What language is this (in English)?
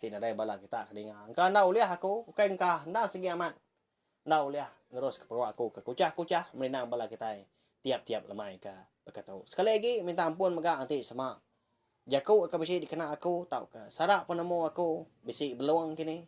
Iban